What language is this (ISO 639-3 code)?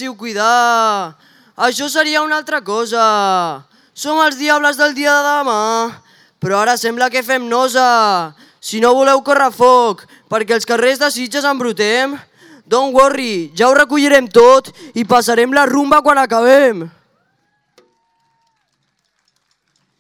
cat